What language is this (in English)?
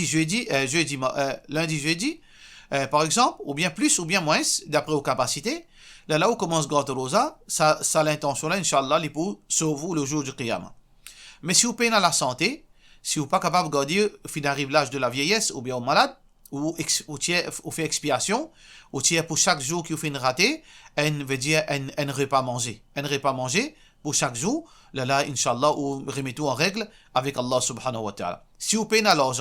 Morisyen